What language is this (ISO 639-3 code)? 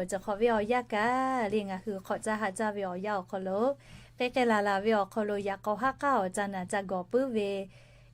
lhu